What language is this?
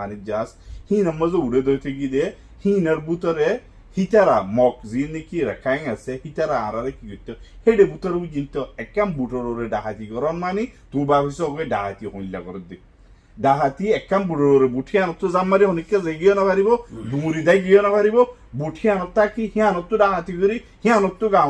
Rohingya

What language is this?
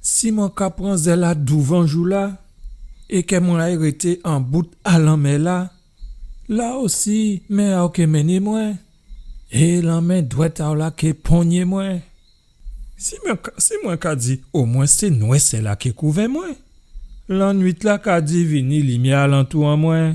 Guadeloupean Creole French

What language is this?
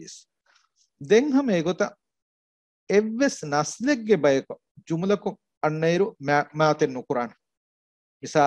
Divehi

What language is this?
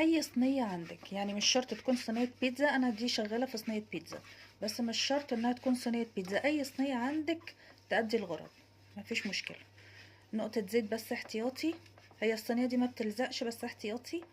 Egyptian Arabic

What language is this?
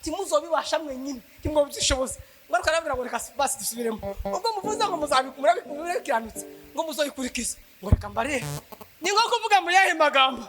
Kinyarwanda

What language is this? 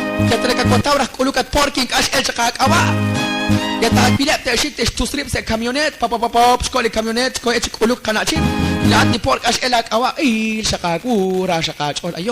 Kekchí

